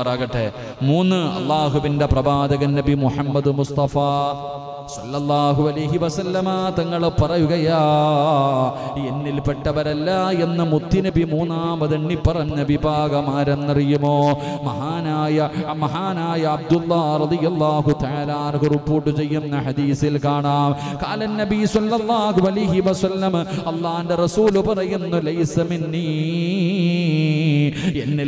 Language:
Malayalam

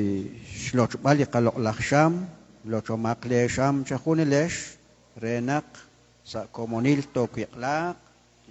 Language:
Kekchí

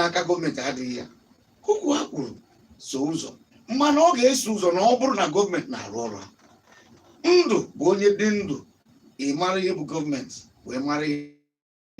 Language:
Igbo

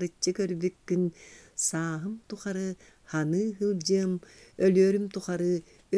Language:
Yakut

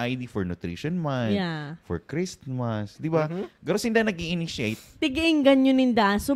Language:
Bikol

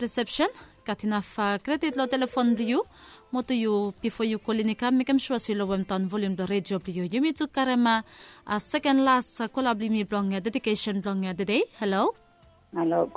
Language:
Bislama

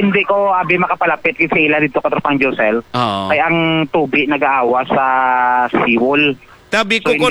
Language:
Hiligaynon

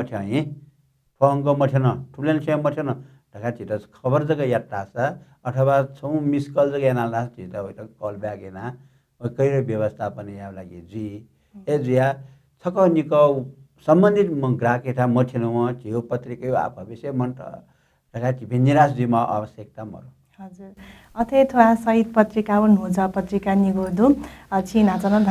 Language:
Newari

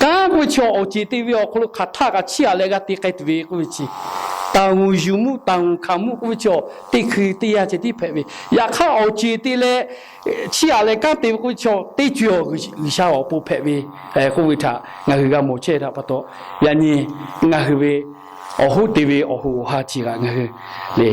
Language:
Lahu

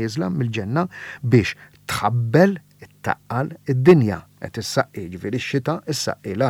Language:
Maltese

